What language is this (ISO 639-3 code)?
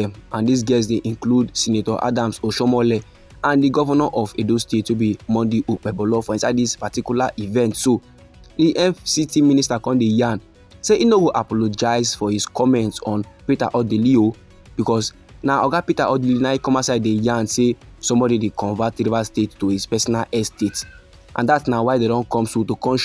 pcm